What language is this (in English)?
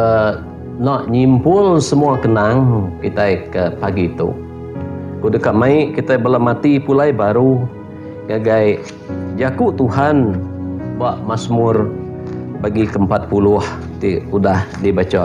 Iban